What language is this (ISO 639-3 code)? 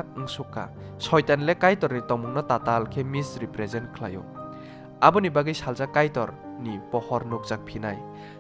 trp